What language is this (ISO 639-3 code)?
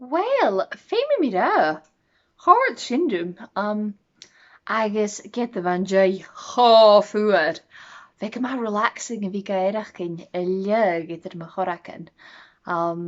gla